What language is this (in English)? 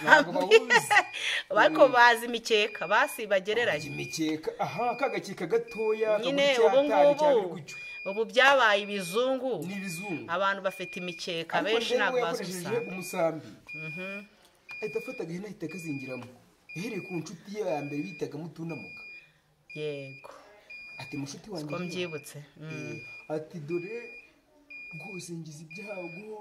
Kinyarwanda